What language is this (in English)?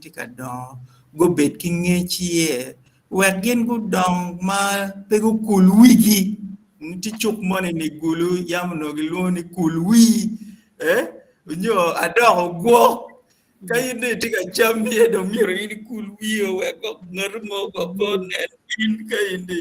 Acoli